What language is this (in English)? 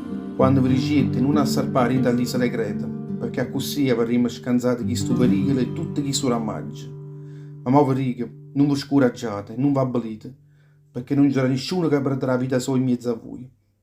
Neapolitan